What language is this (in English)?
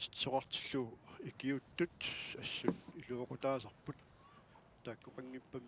Kalaallisut